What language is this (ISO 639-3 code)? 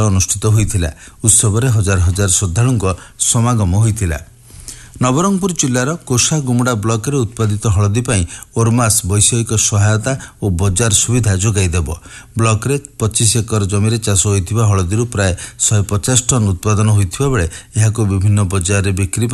ori